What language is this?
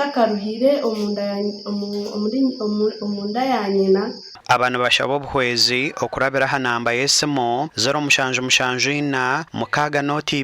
Nyankole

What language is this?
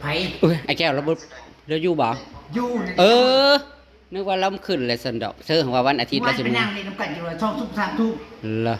Northeastern Thai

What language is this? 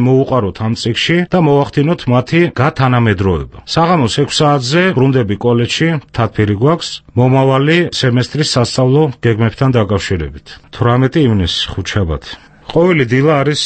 Georgian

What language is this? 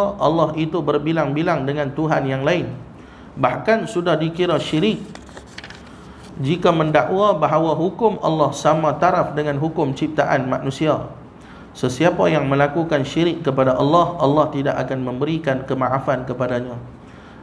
Malay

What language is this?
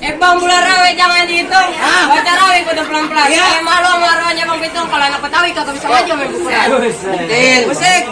Betawi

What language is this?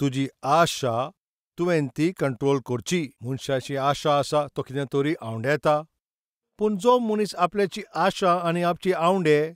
Konkani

